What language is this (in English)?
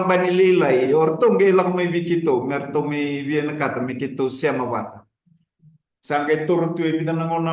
Fijian